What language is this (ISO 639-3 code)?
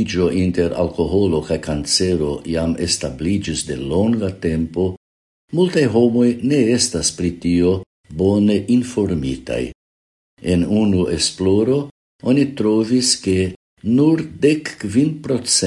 epo